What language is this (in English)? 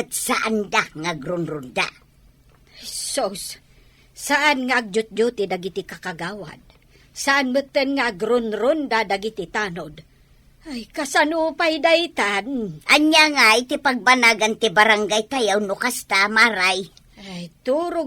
Iloko